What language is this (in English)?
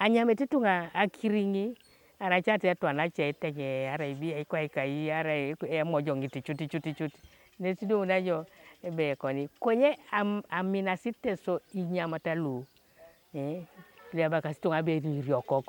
Teso